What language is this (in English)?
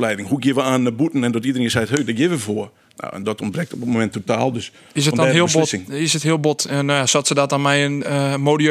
Western Frisian